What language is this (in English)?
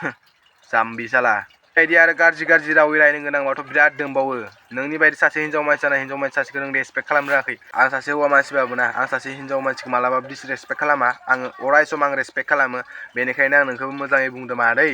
Bodo